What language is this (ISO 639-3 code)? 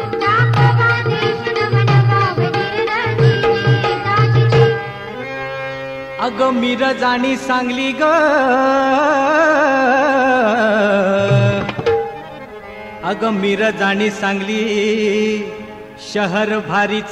mar